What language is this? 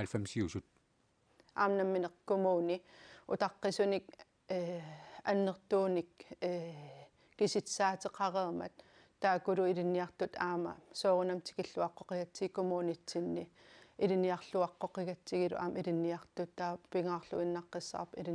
Kalaallisut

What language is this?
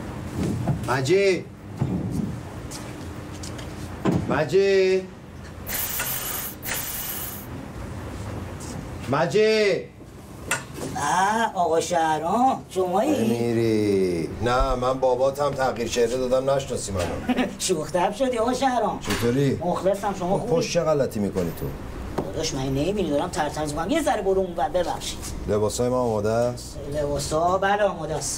Persian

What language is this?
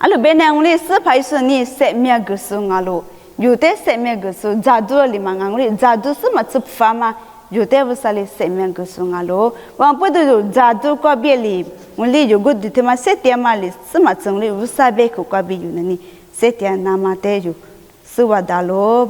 Lisu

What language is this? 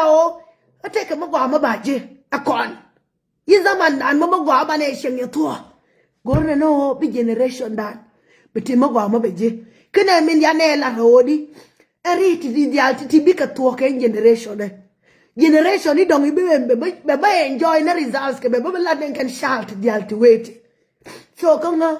Nuer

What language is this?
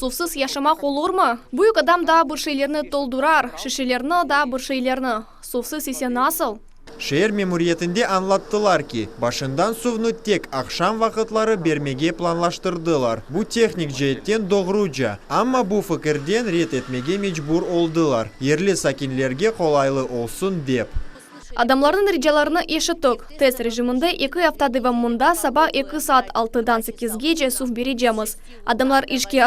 Crimean Tatar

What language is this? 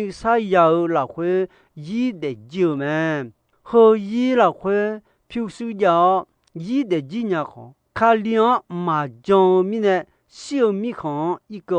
Akha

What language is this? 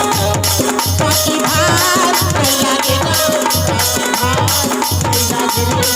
Chhattisgarhi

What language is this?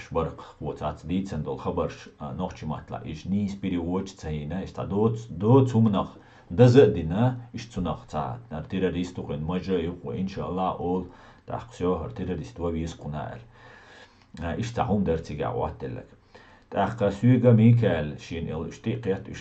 Chechen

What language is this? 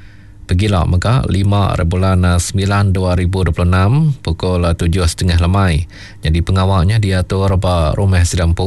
Iban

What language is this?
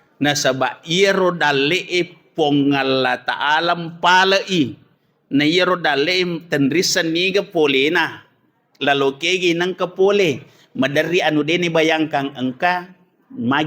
Buginese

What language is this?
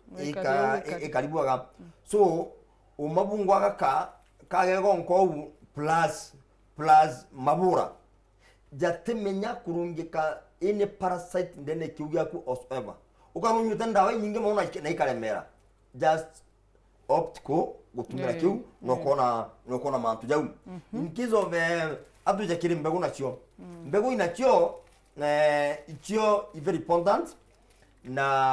Meru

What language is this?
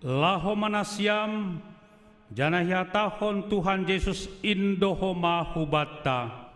Batak Simalungun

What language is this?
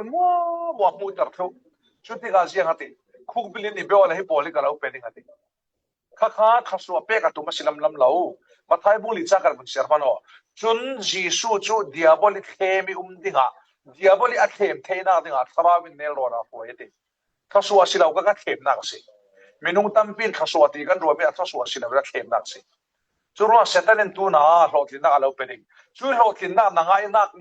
Falam Chin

